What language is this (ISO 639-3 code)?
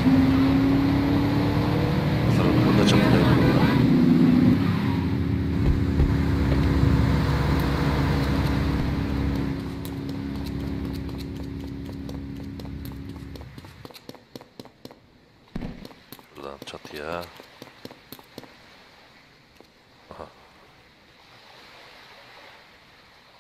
tur